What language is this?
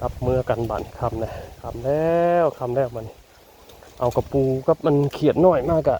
Northeastern Thai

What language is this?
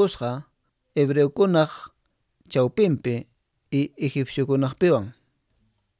Quechua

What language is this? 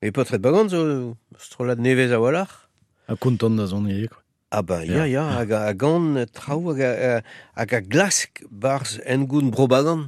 Breton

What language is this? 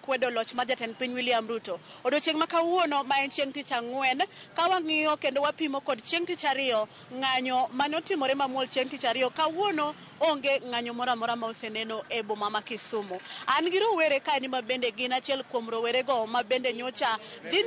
Luo (Kenya and Tanzania)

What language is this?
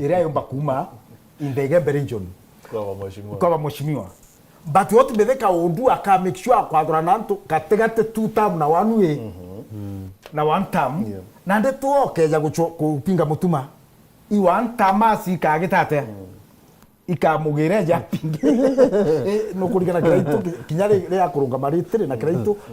Meru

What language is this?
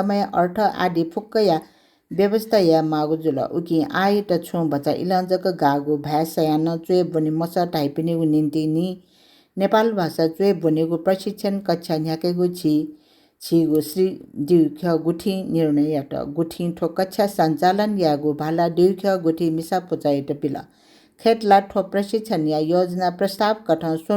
Newari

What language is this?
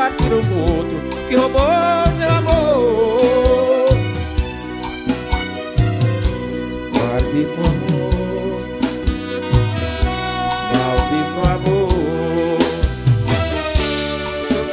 Portuguese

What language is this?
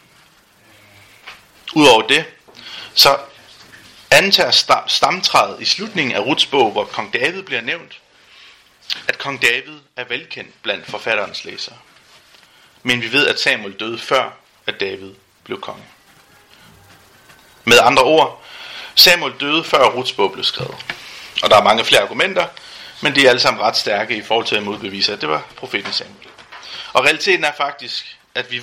Danish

